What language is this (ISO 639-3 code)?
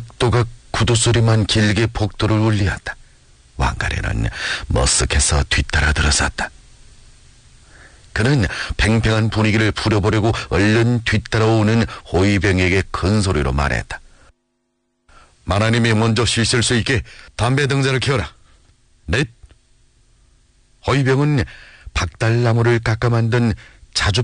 kor